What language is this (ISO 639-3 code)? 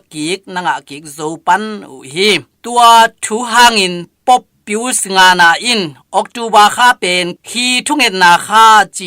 ctd